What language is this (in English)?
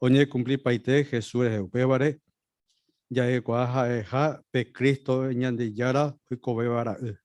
Guarani